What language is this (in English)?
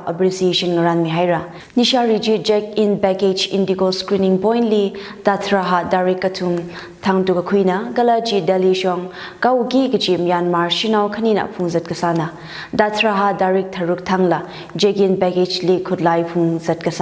Tangkhul Naga (India)